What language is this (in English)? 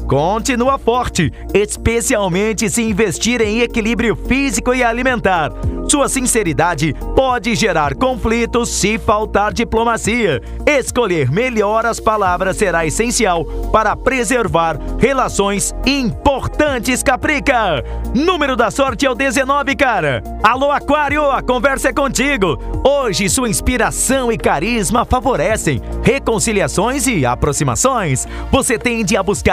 Portuguese